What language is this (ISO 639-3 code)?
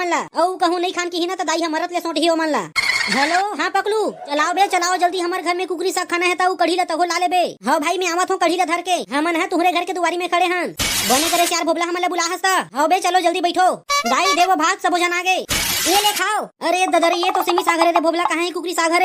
hne